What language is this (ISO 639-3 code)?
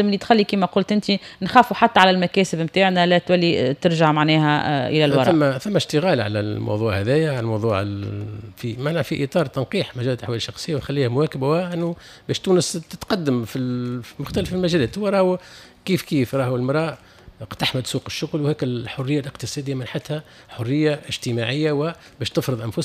aeb